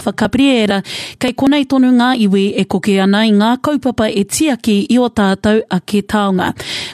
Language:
Māori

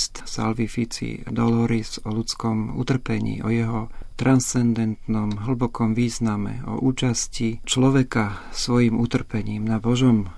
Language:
Slovak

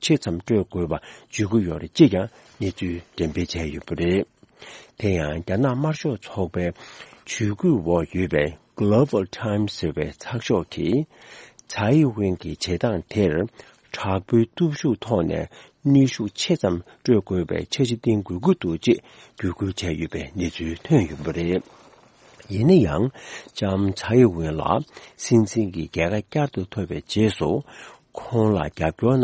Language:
Tibetan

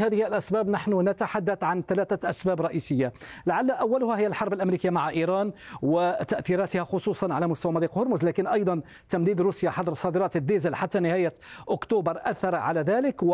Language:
Arabic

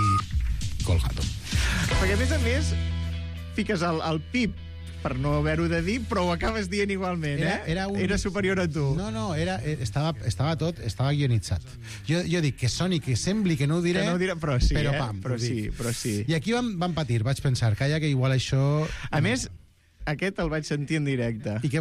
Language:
Catalan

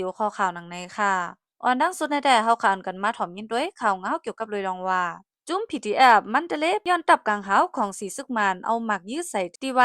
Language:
Shan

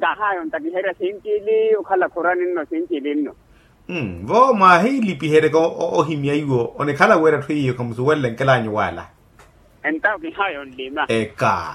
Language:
Makhuwa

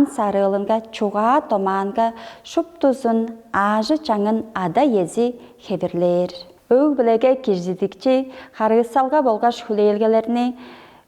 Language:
Tuvinian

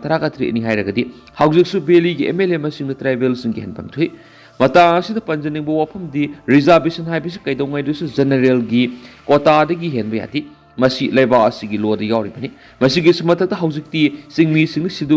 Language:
Manipuri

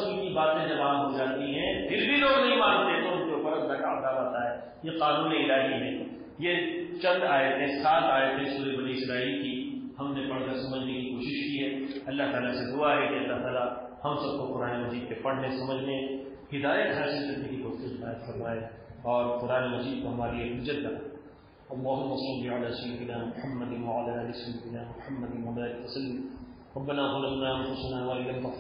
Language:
Urdu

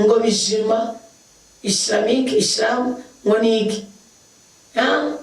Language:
Rundi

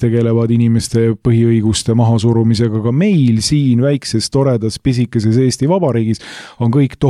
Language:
Estonian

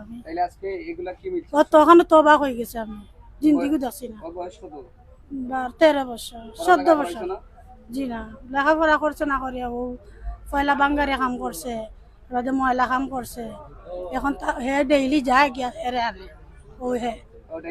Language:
Sylheti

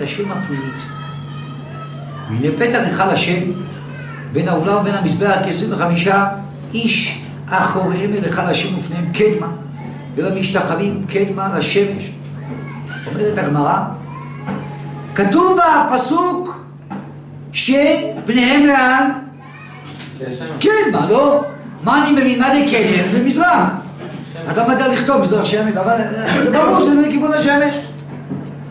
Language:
Hebrew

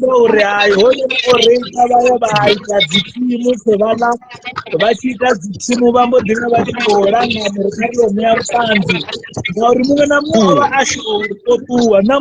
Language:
Venda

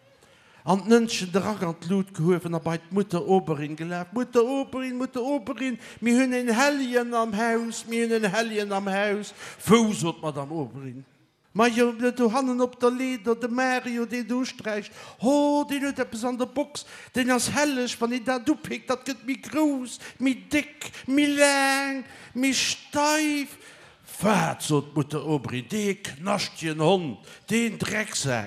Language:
Luxembourgish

